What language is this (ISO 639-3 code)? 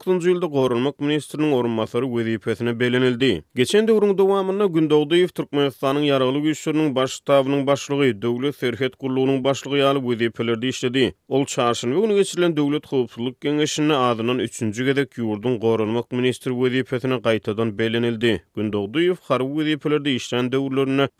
tuk